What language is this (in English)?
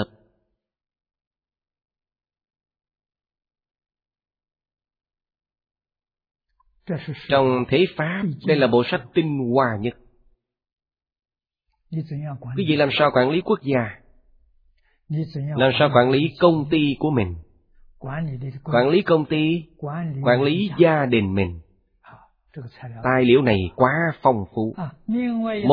Vietnamese